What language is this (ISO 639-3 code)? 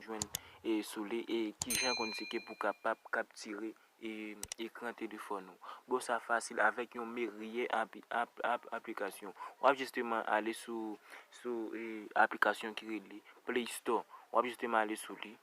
hat